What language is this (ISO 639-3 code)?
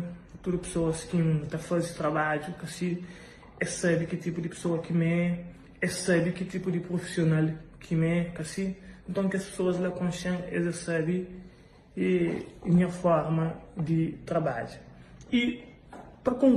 kea